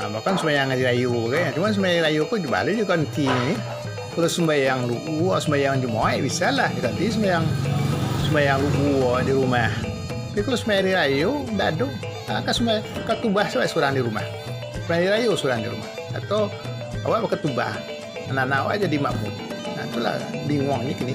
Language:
Minangkabau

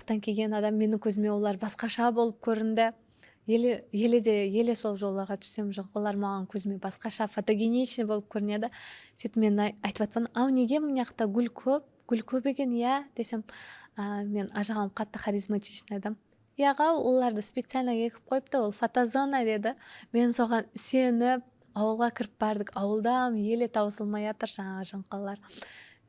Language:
Kara-Kalpak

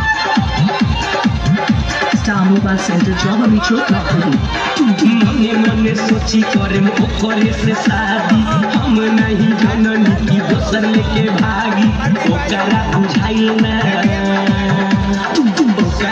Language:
Bhojpuri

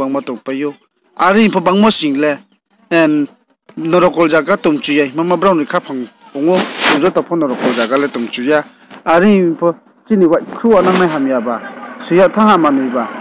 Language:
Riang (India)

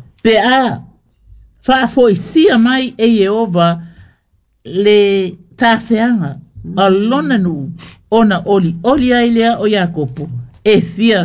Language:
Samoan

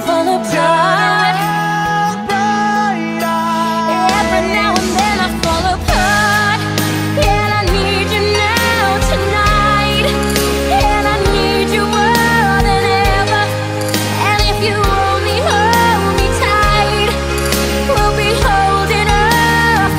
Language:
English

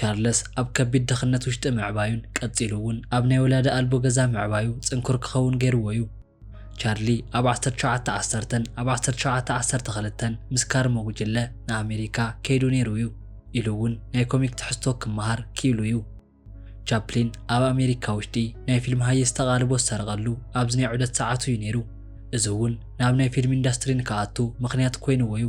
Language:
Tigrinya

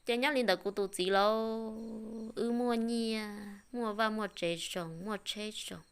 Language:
Hmong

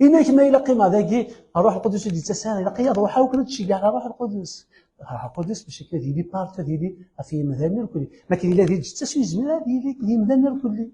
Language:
Kabyle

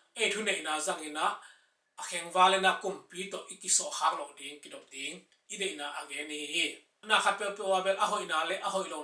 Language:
Tedim Chin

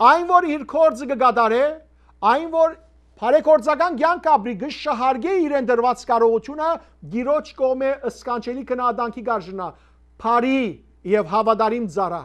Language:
Western Armenian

